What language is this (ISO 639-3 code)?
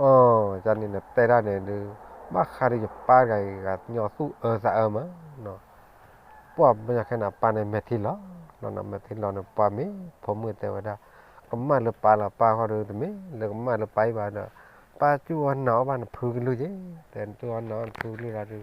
ksw